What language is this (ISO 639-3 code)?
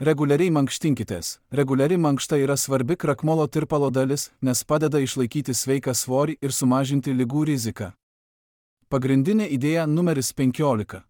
lit